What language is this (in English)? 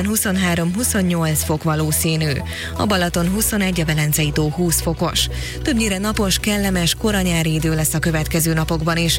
Hungarian